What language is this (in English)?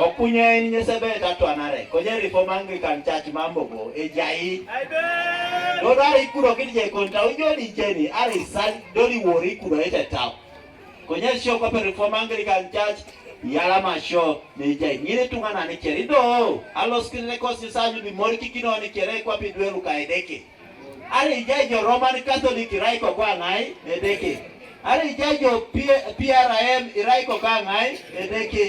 Teso